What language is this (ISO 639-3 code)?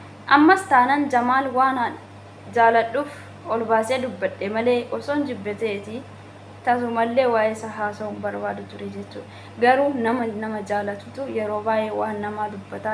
orm